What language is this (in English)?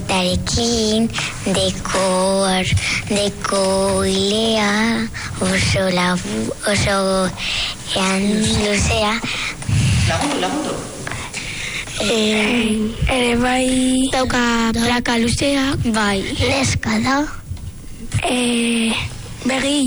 Basque